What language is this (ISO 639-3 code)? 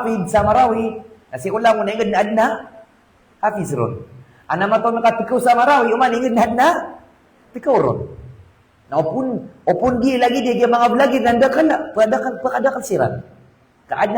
mrw